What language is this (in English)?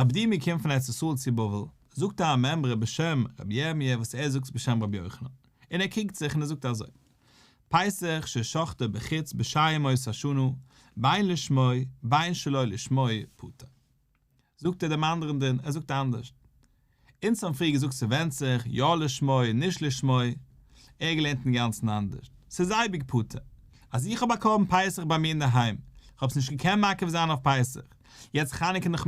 Yiddish